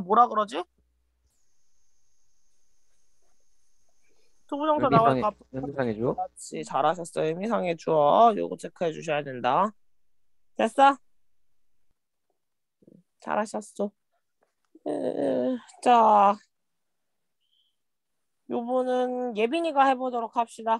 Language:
Korean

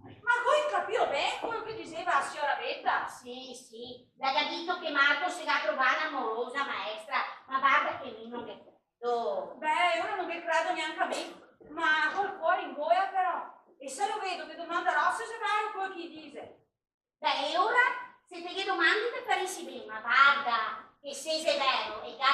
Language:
Venetian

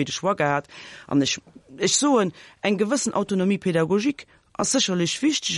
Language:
Luxembourgish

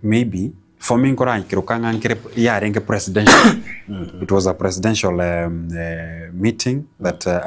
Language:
Gusii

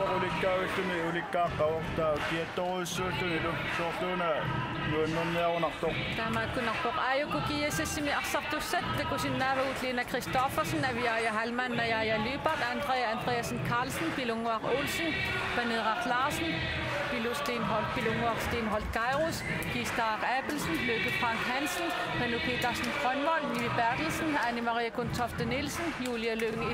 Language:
Kalaallisut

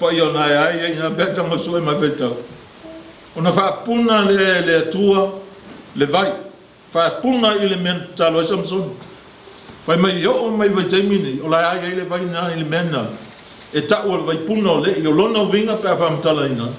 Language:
Samoan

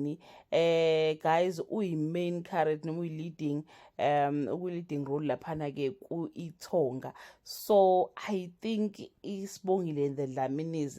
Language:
Zulu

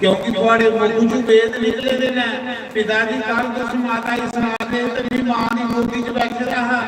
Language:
Dogri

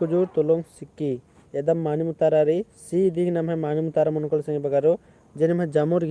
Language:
Kurukh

